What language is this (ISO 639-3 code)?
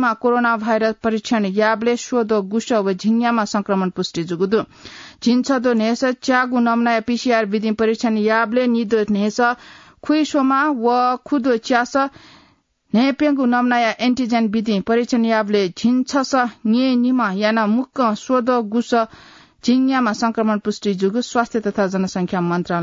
new